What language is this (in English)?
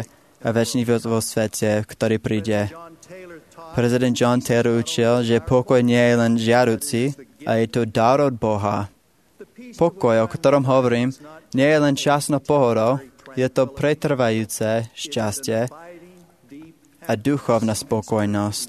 Slovak